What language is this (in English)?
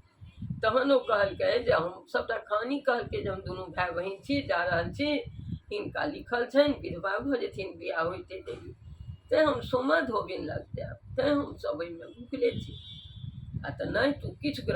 Maithili